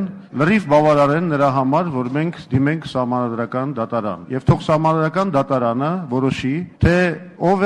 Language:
Armenian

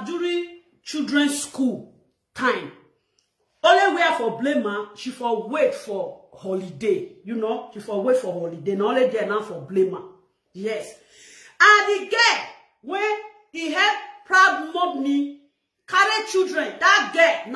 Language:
Nigerian Pidgin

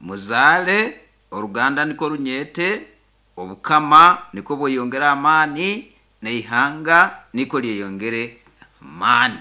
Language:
Nyoro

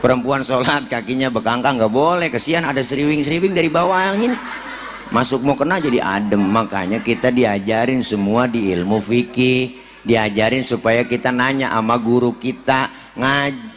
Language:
Betawi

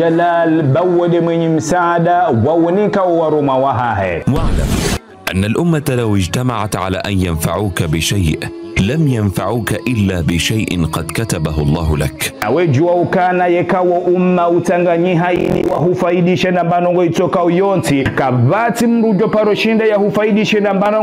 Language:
Ngazidja Comorian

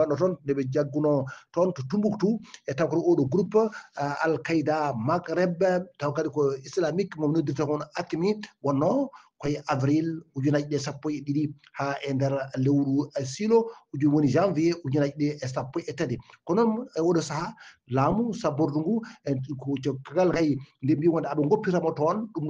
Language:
Fula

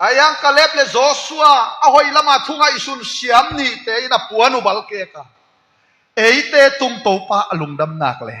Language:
Tedim Chin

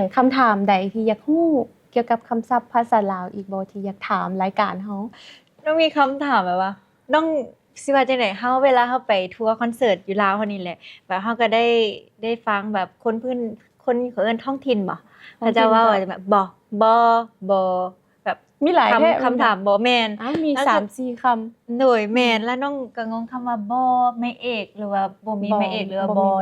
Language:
Lao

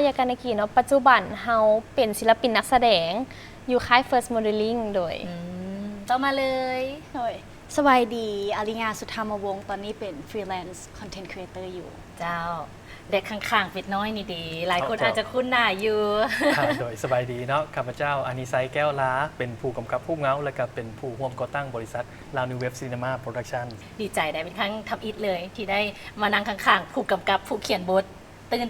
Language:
Lao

